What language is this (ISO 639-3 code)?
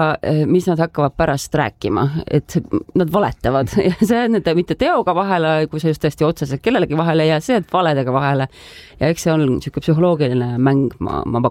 est